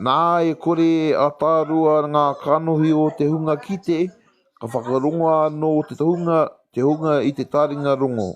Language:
Māori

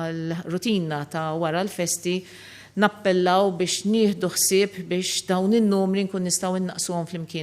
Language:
Maltese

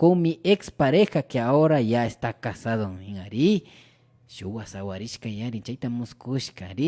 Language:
Imbabura Highland Quichua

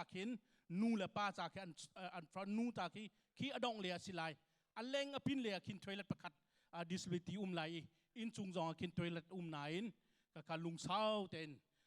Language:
Hakha Chin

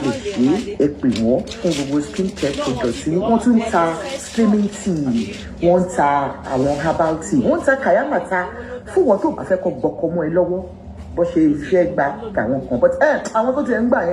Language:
Yoruba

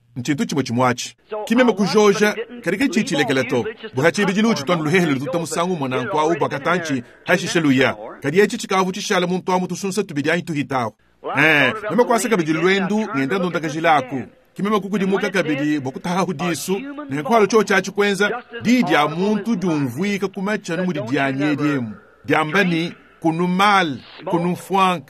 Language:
Luba-Lulua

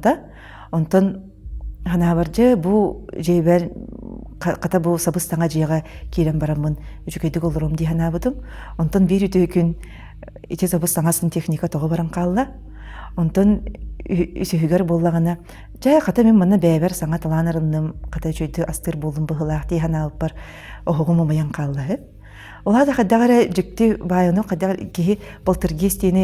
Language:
Yakut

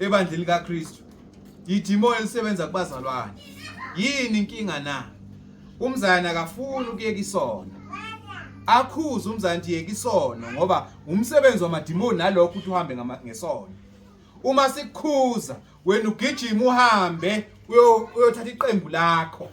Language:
Zulu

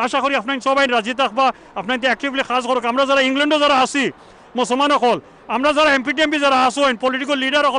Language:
Sylheti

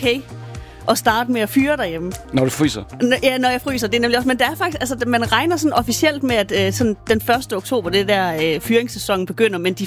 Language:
Danish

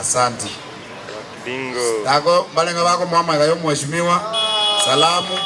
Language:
Gusii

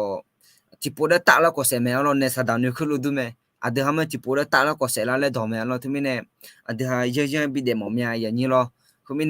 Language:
Akha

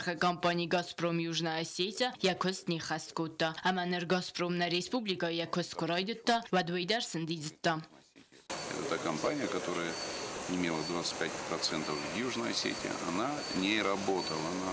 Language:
Ossetic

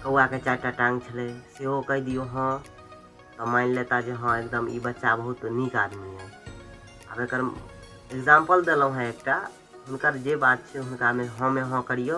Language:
Maithili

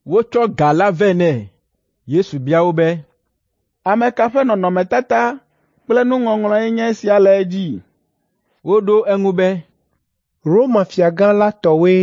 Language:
Ewe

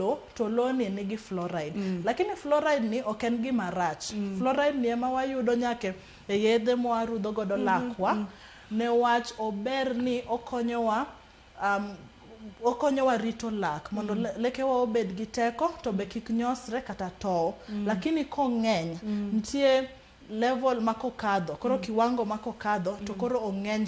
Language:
Luo (Kenya and Tanzania)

